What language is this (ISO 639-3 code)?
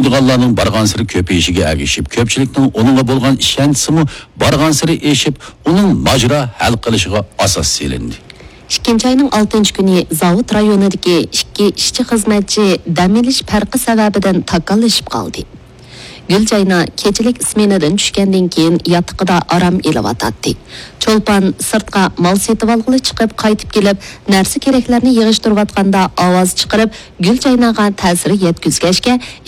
uig